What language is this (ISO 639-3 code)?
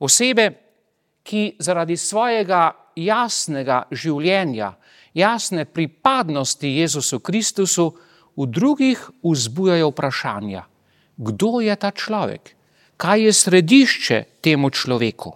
slv